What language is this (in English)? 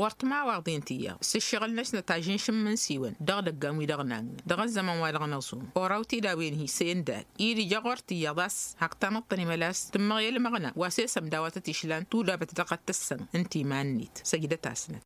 Tamasheq